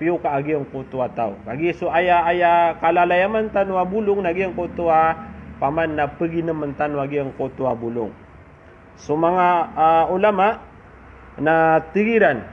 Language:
Maranao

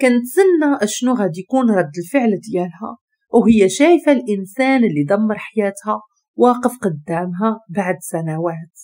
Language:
Moroccan Arabic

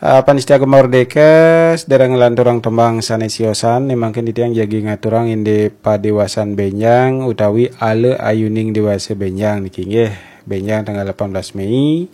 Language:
Balinese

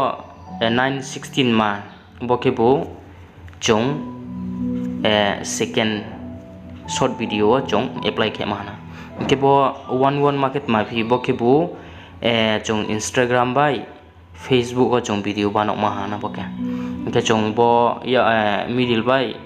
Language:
Riang (India)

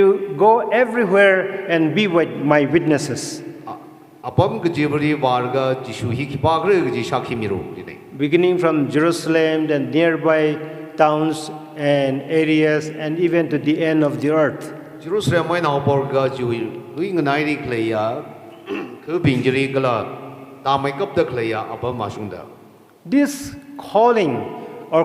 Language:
Tangkhul Naga (India)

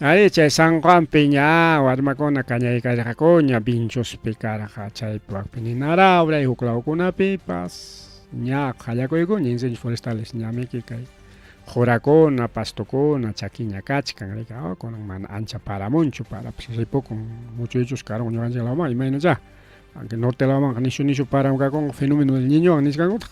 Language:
Ayacucho Quechua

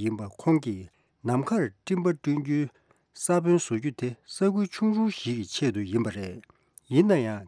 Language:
Tibetan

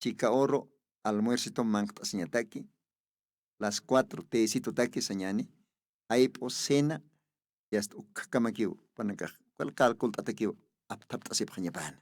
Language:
Aymara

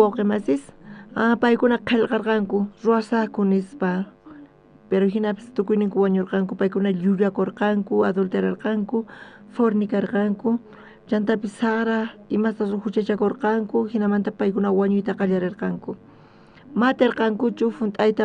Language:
South Bolivian Quechua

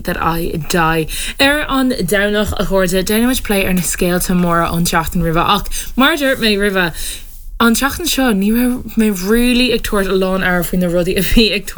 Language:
Irish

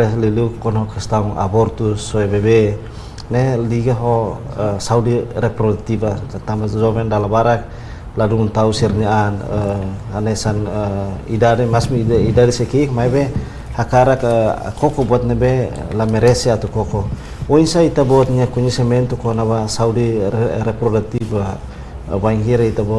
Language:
Tetum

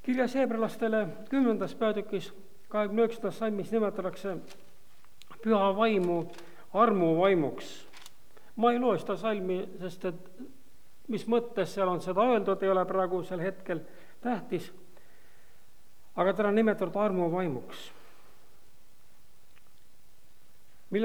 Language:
Estonian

